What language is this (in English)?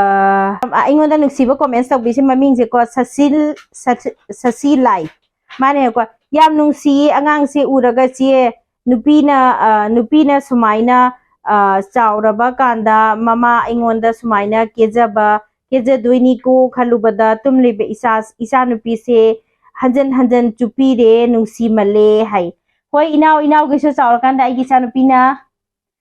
Manipuri